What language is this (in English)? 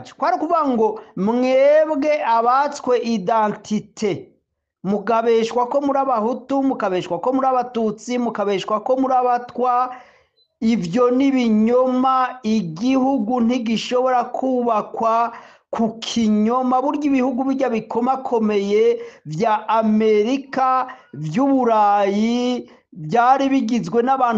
Rundi